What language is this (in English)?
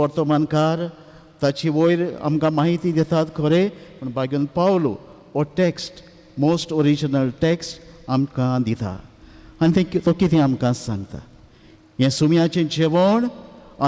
Konkani